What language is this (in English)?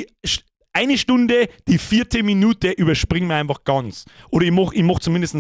Bavarian